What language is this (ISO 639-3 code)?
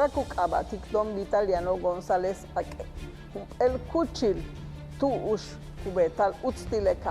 yua